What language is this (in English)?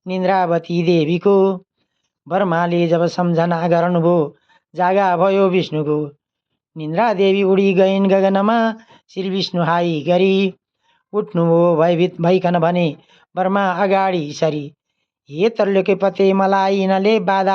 Nepali